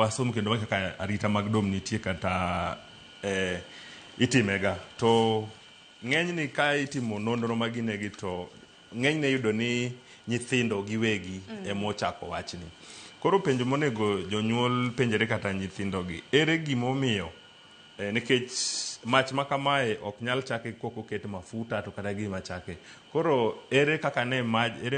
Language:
Luo (Kenya and Tanzania)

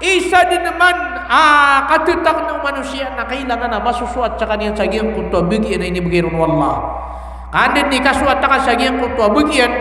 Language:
Maranao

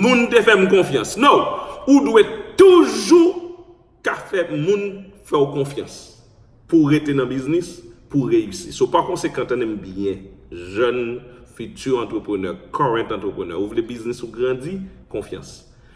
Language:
Haitian Creole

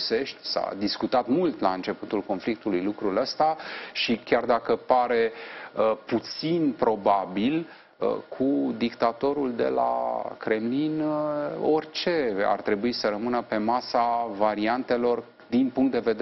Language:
Romanian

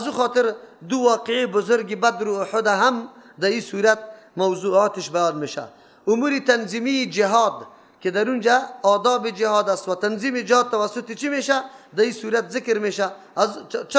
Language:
Persian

